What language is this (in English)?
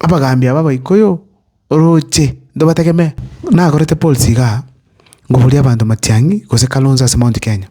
Gusii